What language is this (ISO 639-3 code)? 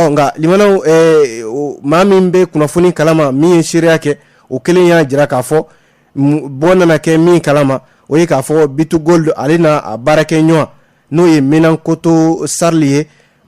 bam